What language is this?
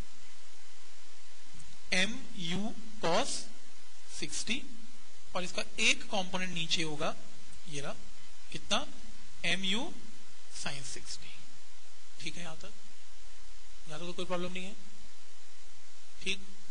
Hindi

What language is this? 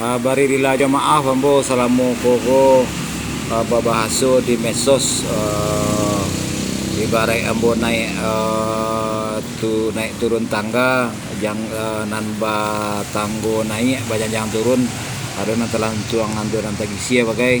Minangkabau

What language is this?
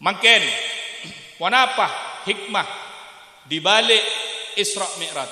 Madurese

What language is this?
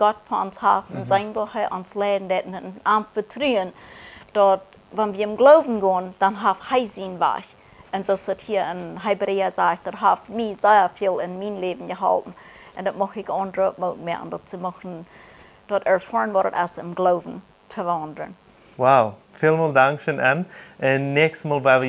Plautdietsch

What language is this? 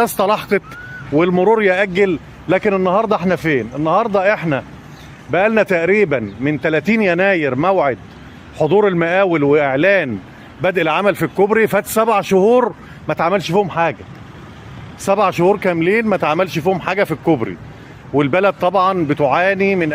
Egyptian Arabic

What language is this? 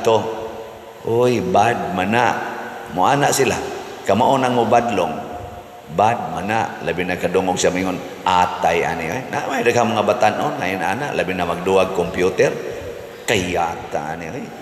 Cebuano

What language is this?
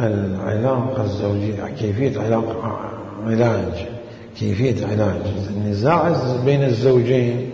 Mesopotamian Arabic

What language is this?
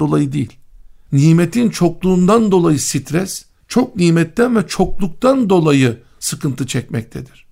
Turkish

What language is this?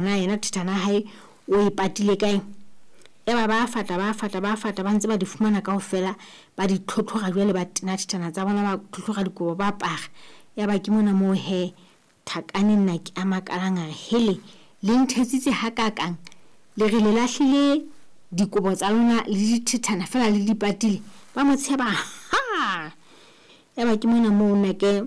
Southern Sotho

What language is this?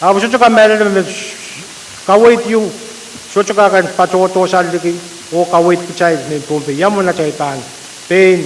Pohnpeian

